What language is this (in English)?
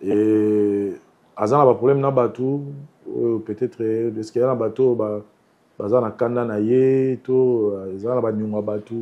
Lingala